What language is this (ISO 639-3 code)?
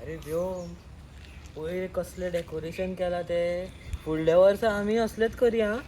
kok